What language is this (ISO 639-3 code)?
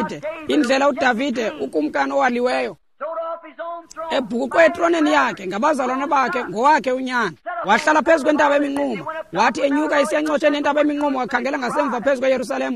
xho